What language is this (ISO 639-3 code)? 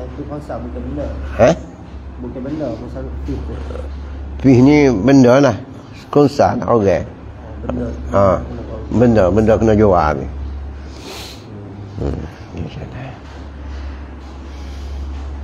msa